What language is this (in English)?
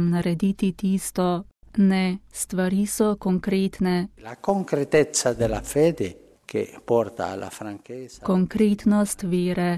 Slovenian